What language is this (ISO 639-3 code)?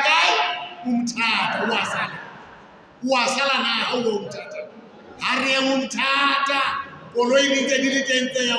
sot